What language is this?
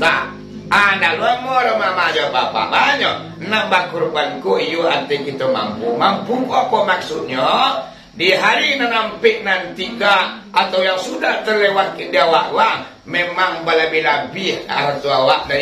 Minangkabau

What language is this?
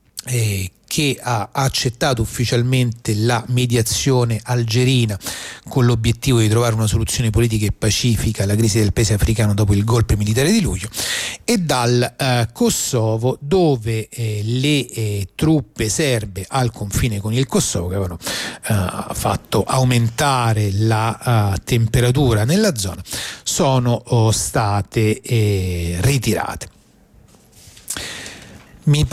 Italian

